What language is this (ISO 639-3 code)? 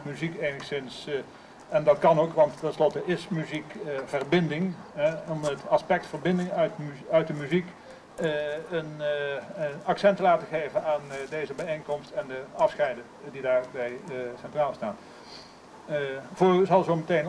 nld